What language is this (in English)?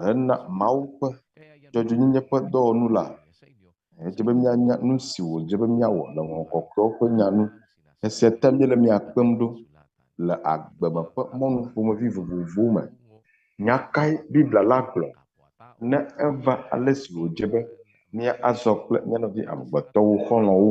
Ewe